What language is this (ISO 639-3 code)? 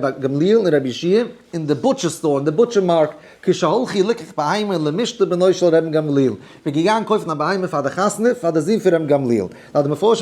yid